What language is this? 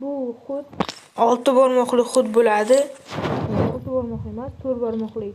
Uzbek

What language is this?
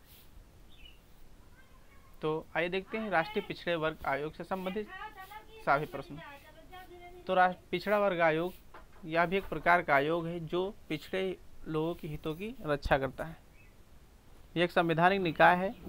Hindi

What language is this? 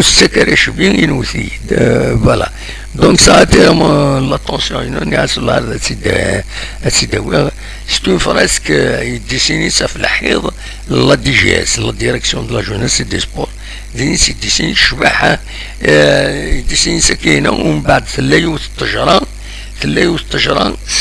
Kabyle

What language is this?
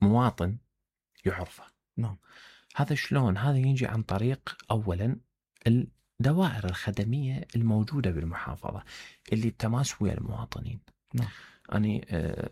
Mesopotamian Arabic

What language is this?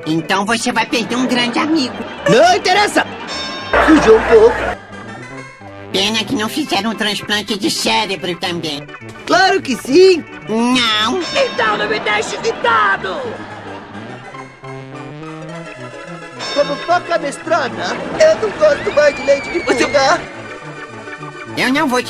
Portuguese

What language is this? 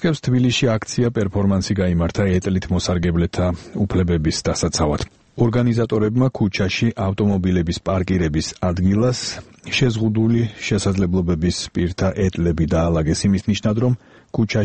Georgian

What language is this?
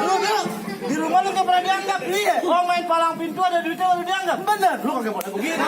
Betawi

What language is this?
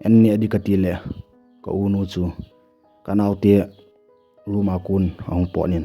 Thado Chin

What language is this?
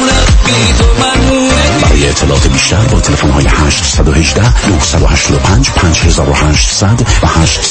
Persian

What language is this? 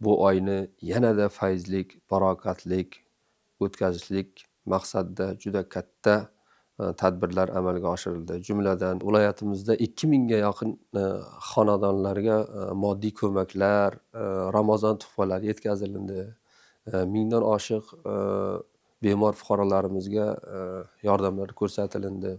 Uzbek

